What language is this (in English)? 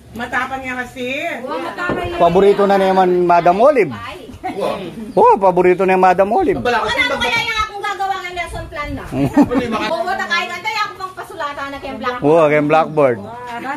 Filipino